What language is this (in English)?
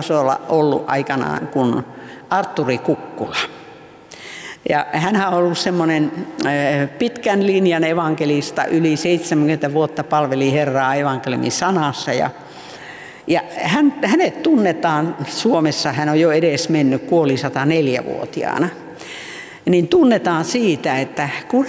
Finnish